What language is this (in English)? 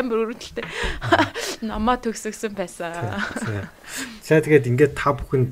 Mongolian